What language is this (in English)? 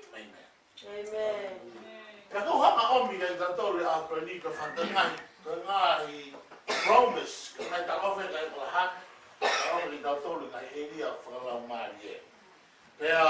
Tongan